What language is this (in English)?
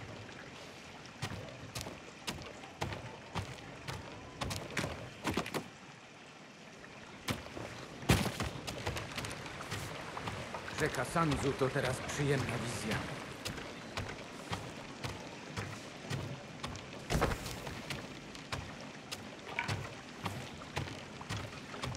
Polish